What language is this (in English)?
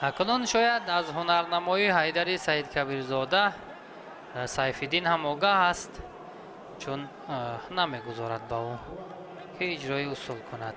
Tajik